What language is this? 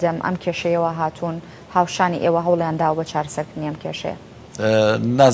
Central Kurdish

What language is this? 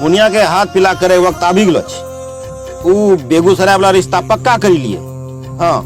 Angika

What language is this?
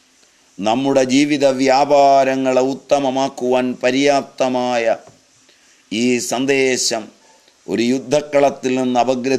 Malayalam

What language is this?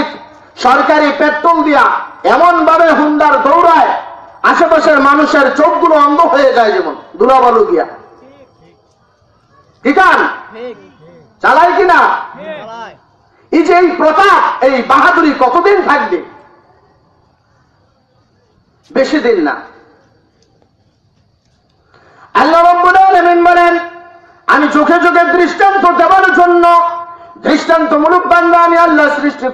Bangla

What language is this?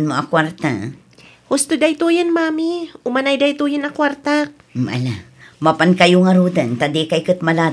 Iloko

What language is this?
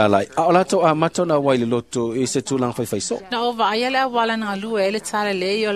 Samoan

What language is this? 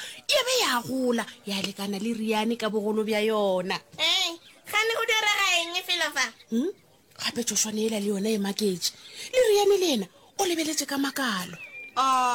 Northern Sotho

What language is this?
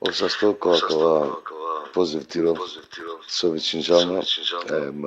Balkan Romani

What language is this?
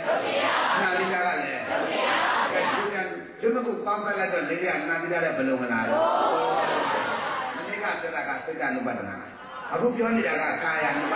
Burmese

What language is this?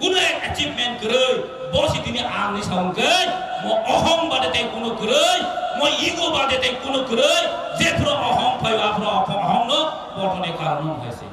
Kok Borok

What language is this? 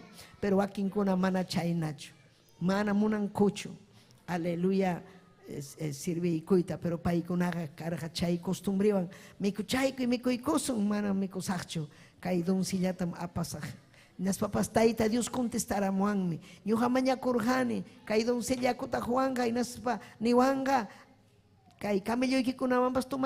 Ayacucho Quechua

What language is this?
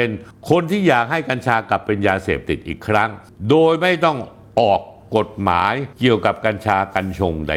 Thai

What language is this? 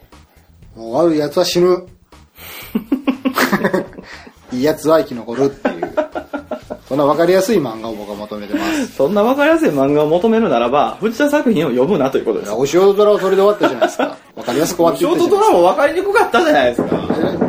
Japanese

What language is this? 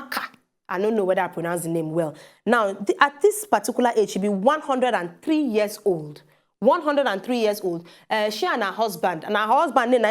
Nigerian Pidgin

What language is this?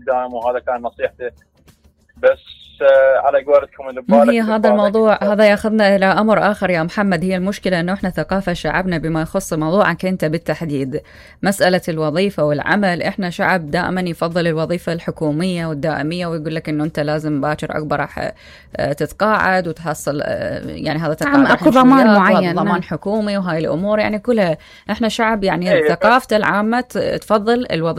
Mesopotamian Arabic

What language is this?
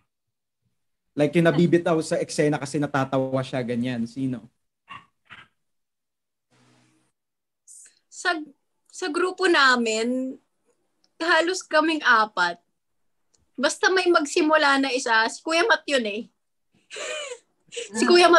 Filipino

